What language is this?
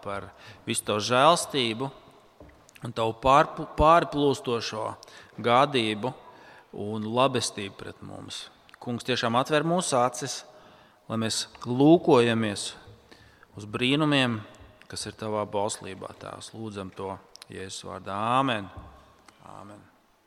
Latvian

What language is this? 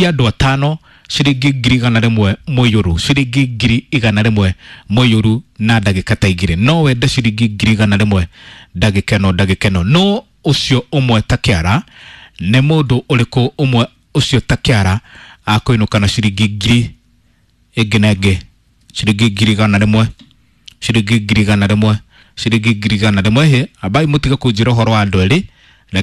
Kikuyu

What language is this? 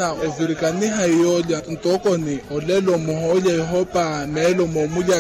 Makhuwa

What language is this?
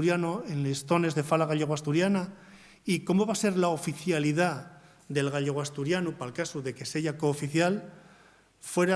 Asturian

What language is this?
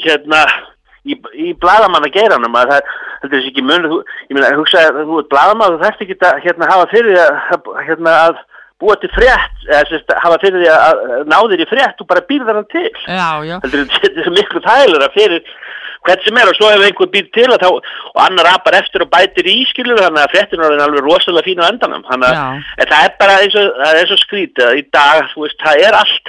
Icelandic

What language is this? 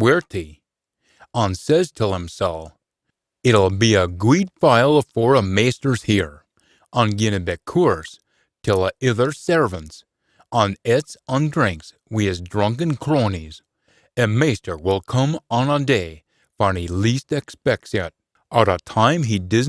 Scots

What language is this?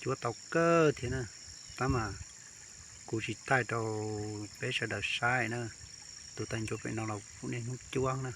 Hmong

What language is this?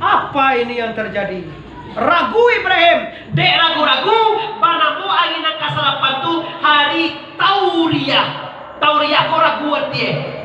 Minangkabau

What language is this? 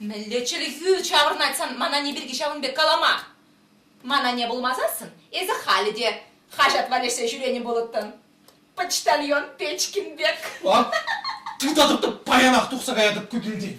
Chuvash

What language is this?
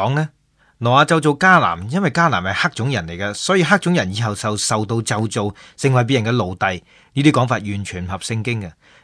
Cantonese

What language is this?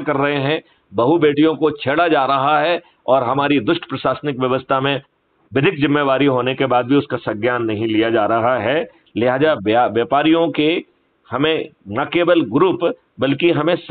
Hindi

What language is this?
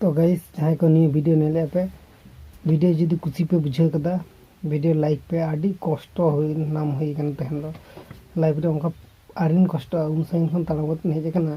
Santali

